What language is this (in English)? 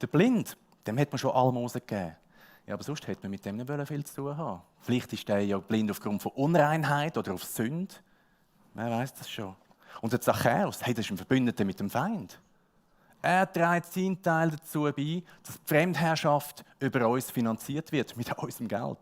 Swiss German